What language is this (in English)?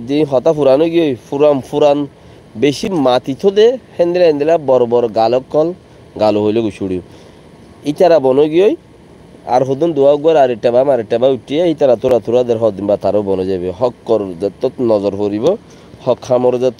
Rohingya